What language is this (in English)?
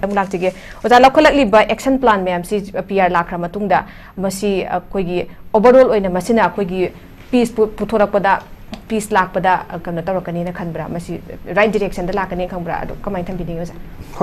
Manipuri